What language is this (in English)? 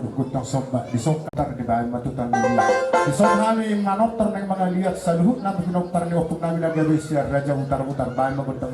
Batak Toba